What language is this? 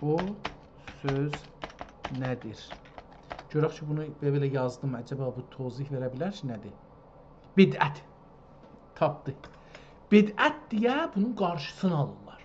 South Azerbaijani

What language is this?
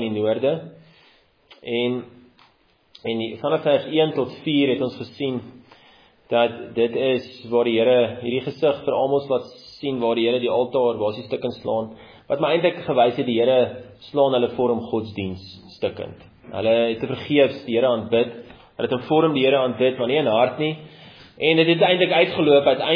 Afrikaans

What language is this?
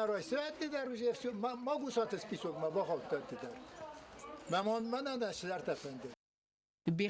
Ossetic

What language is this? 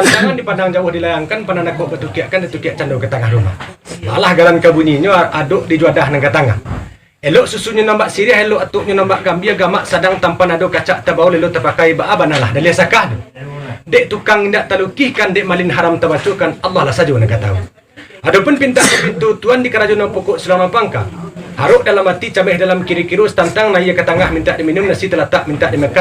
Minangkabau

